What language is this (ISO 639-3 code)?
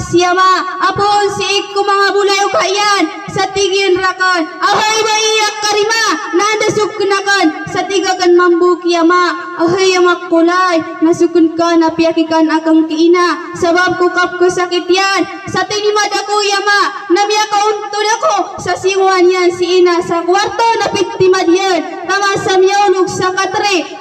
mrw